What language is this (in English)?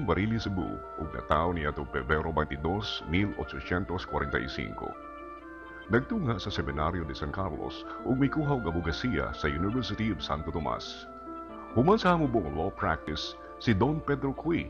Cebuano